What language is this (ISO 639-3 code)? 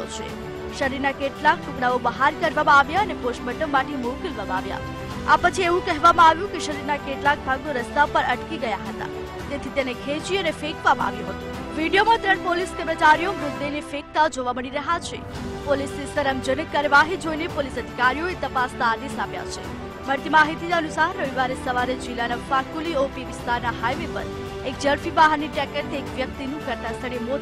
guj